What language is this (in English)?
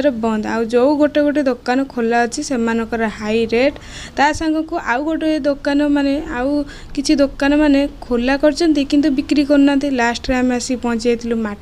Odia